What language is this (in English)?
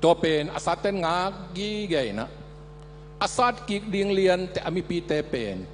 Tedim Chin